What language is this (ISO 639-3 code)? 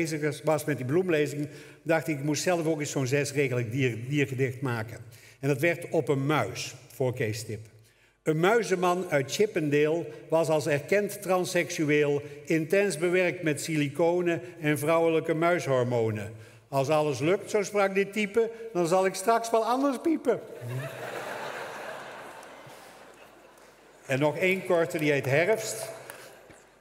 nld